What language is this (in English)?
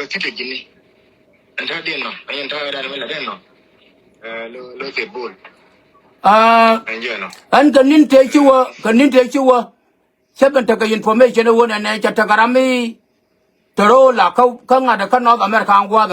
Nuer